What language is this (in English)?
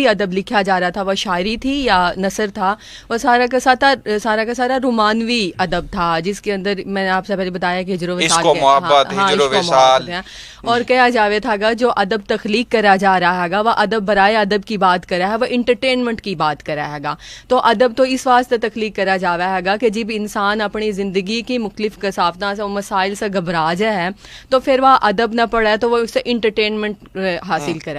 Haryanvi